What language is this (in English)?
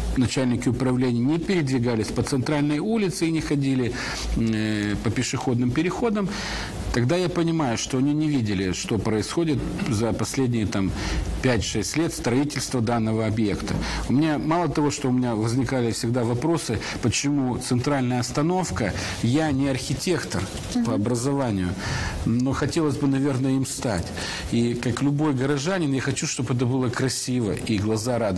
Russian